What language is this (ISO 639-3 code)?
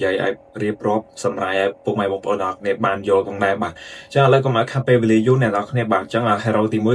khm